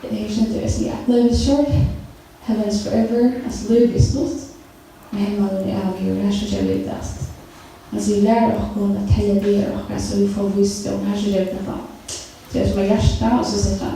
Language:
Faroese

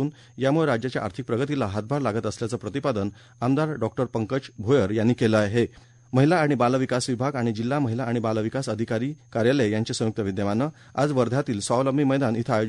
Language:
Marathi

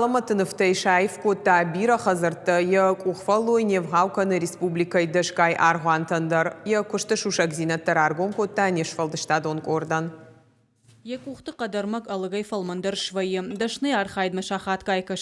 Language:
Ossetic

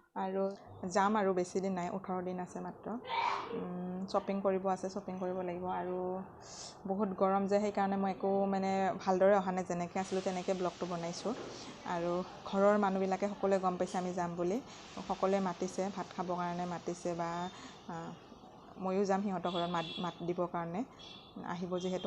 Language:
Assamese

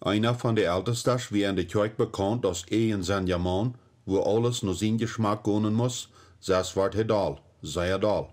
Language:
Plautdietsch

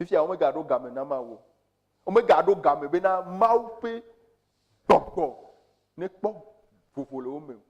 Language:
Ewe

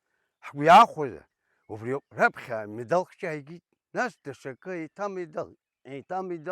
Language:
Abkhazian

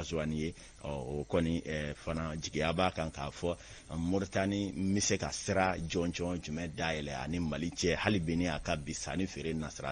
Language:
Bambara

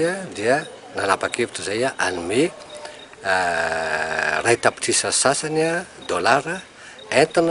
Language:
Malagasy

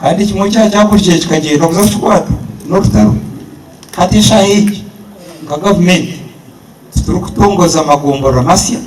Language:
Nyankole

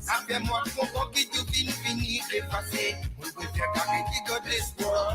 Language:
Morisyen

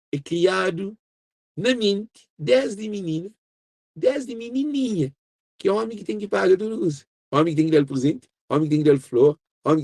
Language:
Kabuverdianu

